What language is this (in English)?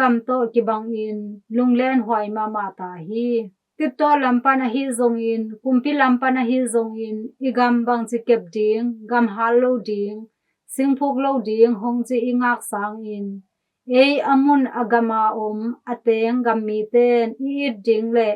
Tedim Chin